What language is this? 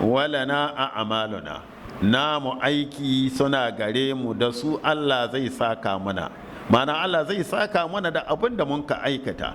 Hausa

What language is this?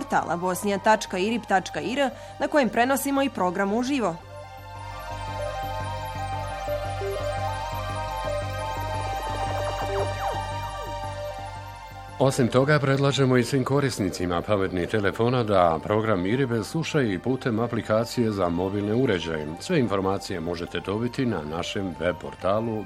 Bosnian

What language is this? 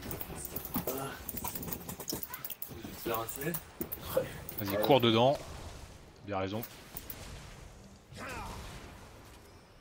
French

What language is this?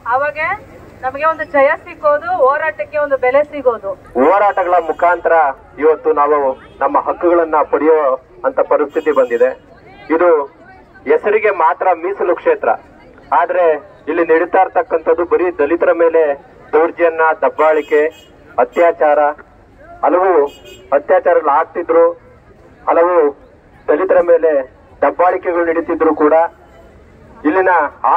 Kannada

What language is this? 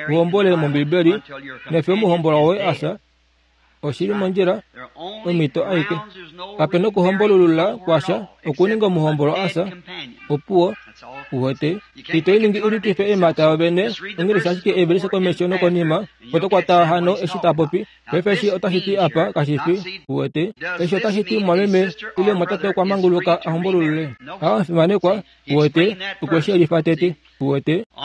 Kuanyama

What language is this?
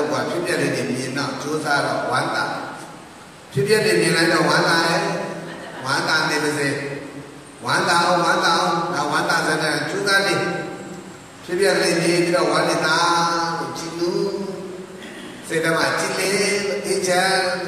Burmese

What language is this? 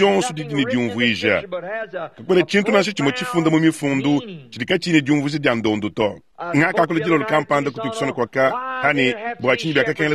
Luba-Lulua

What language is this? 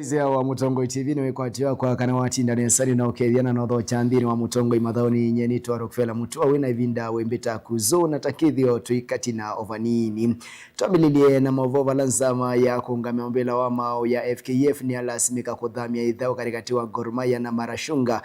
Kamba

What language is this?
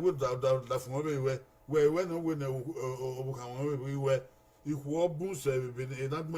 Bini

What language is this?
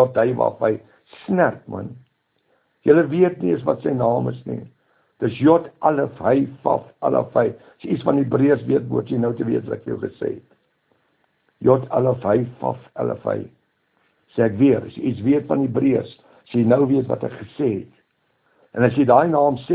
Afrikaans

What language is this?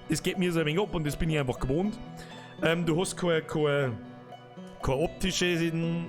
Bavarian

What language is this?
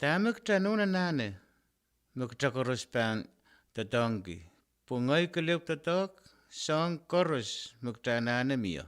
Pohnpeian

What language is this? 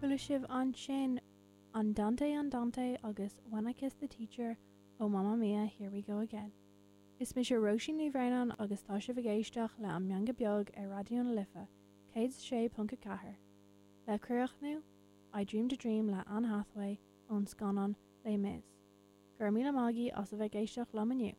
Irish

